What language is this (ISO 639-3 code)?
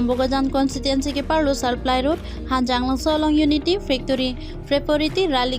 mjw